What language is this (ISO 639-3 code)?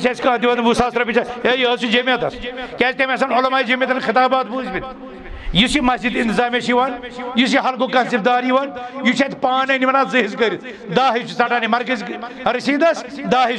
kas